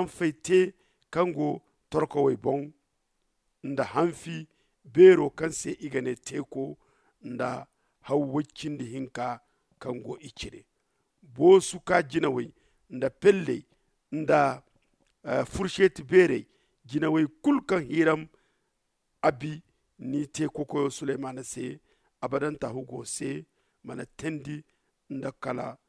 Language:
Zarma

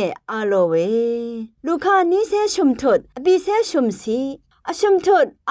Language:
Rawang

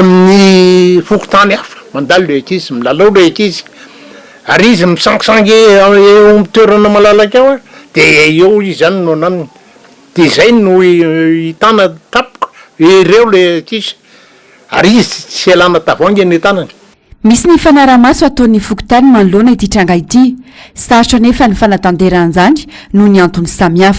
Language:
Malagasy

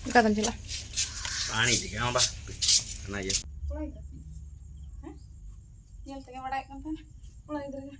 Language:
Santali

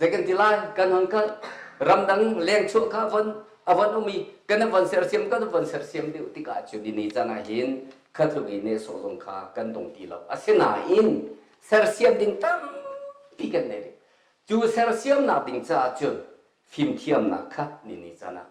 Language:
Hakha Chin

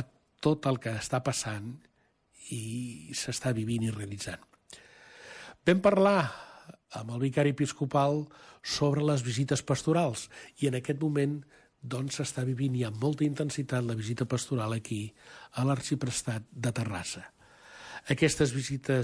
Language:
Catalan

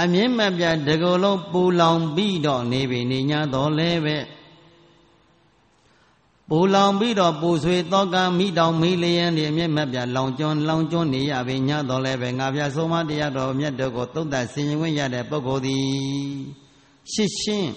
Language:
Burmese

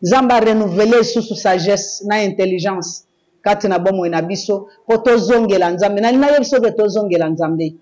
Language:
Lingala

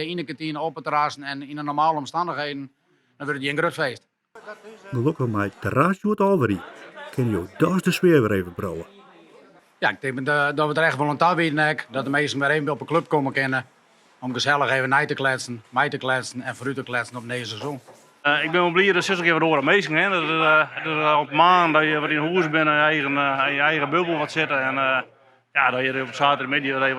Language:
Western Frisian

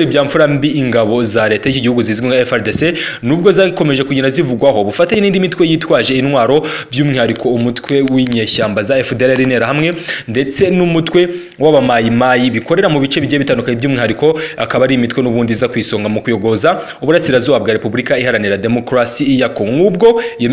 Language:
Kinyarwanda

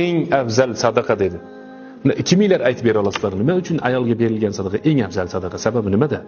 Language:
Uzbek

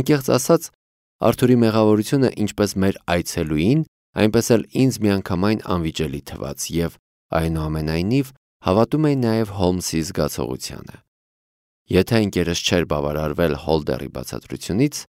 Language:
Armenian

